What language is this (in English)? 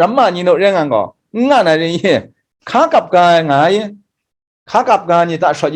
Kachin